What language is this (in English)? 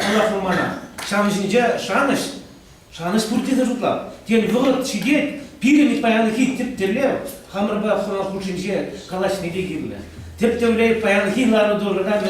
Chuvash